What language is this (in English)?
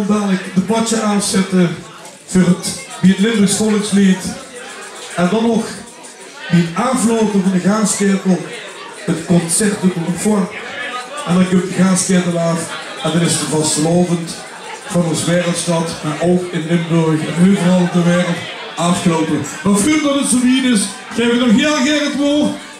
Limburgish